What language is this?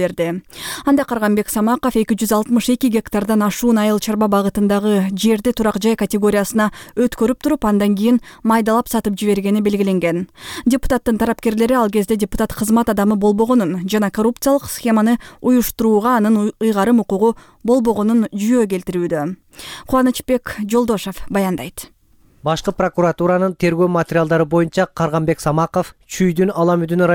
Kyrgyz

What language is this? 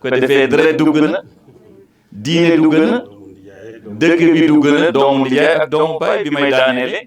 Wolof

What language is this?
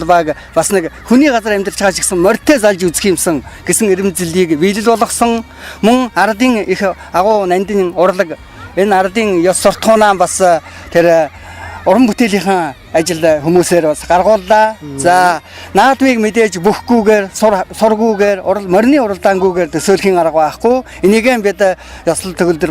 Mongolian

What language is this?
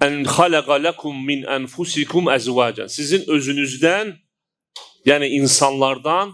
Azerbaijani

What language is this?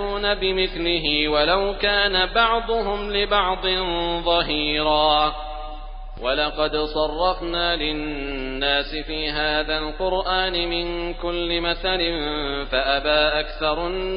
Arabic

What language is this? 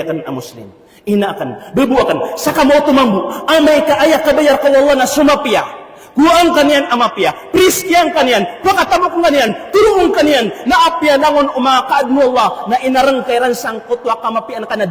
Maranao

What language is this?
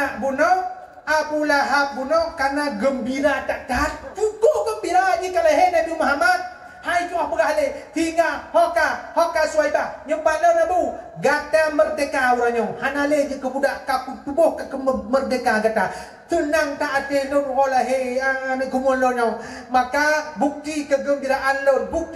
Achinese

